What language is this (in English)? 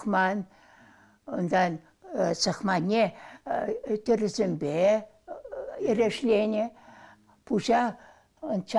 Chuvash